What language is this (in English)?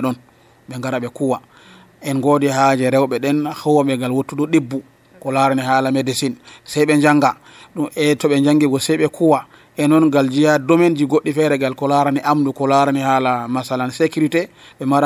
Nigerian Fulfulde